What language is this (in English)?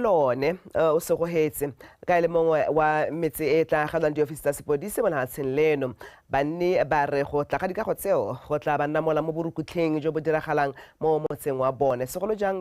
Tswana